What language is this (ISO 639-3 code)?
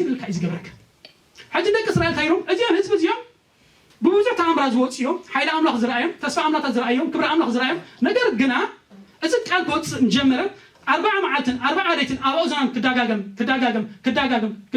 tir